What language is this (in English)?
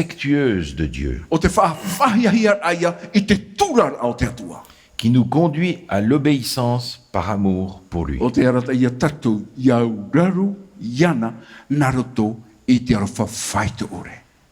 Tahitian